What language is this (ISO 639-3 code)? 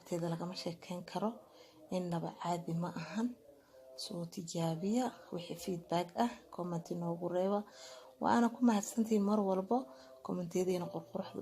som